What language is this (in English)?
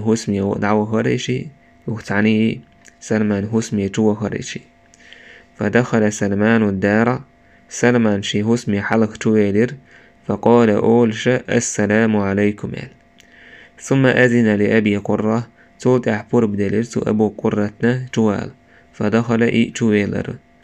Chechen